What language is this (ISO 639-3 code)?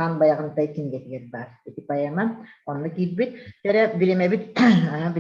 sah